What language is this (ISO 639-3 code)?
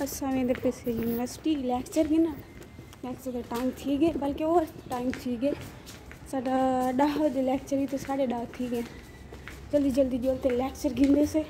skr